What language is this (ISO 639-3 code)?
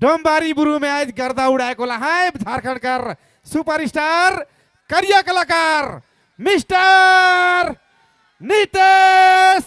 sck